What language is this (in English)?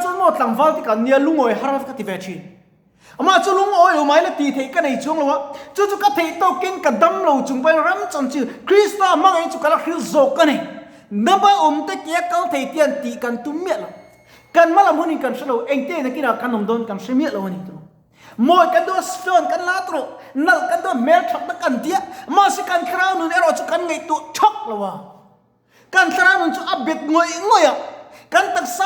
Mizo